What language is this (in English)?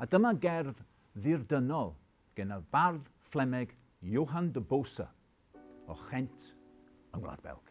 Welsh